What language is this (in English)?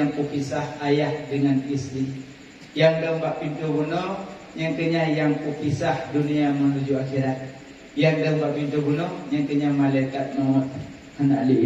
Achinese